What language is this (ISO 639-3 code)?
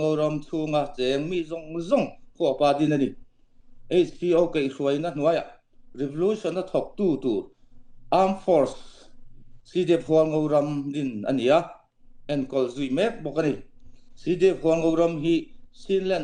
cfm